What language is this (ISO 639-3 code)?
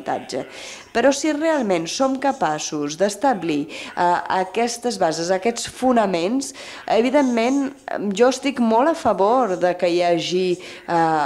cat